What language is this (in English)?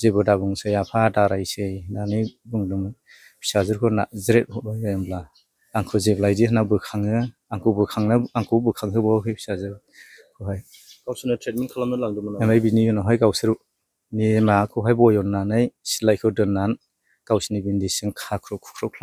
Bodo